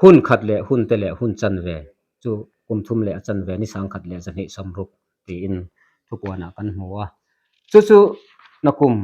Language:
Mizo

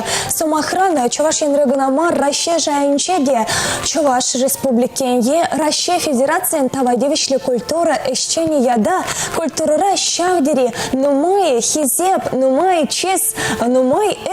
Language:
Chuvash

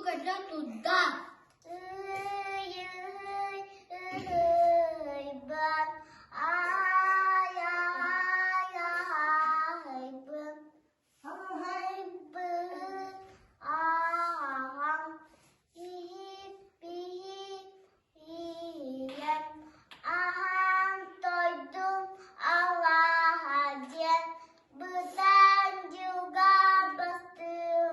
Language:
Yakut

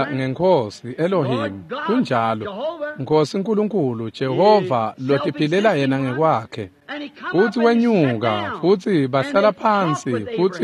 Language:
Swati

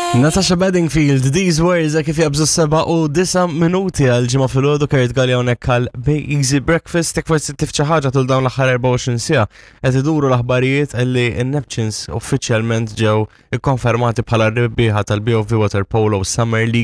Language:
Maltese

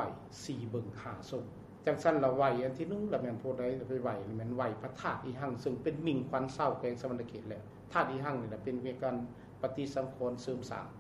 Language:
Lao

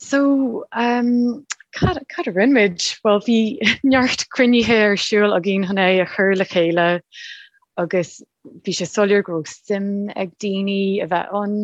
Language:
Irish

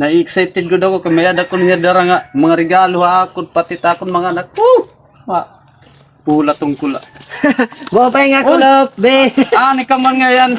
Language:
Waray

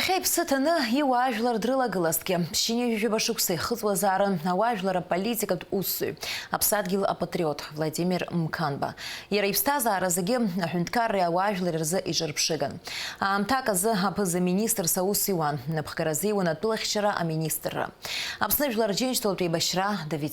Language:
Abkhazian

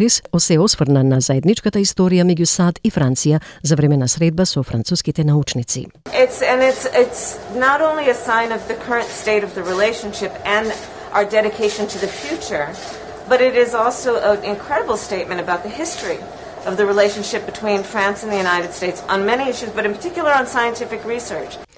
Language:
Macedonian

